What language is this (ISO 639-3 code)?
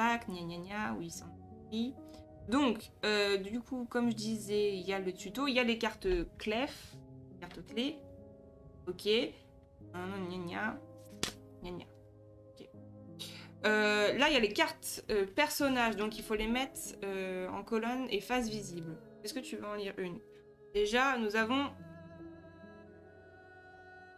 fra